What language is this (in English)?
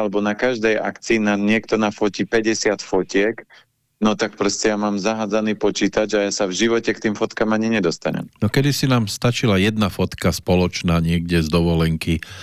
Slovak